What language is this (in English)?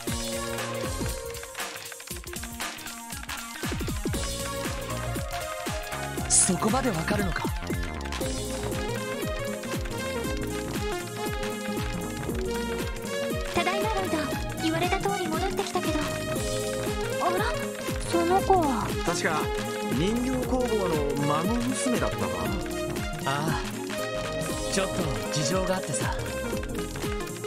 Japanese